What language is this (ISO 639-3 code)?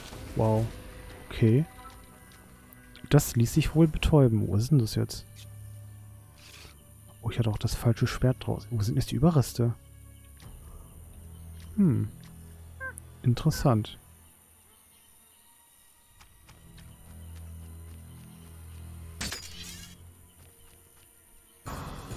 deu